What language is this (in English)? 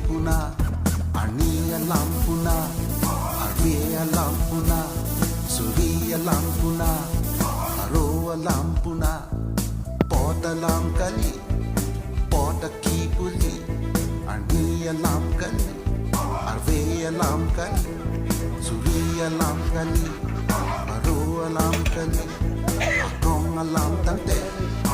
Karbi